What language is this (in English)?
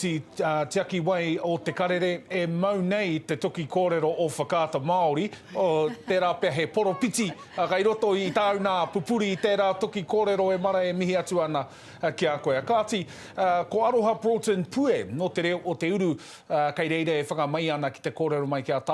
Māori